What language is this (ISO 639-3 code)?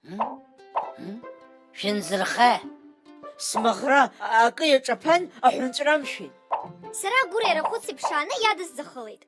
abk